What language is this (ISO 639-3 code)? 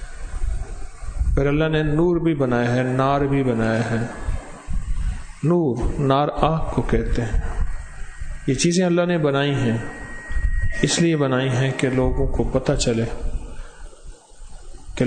urd